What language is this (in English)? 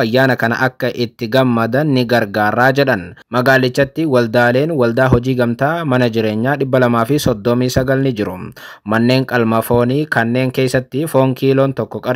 Oromo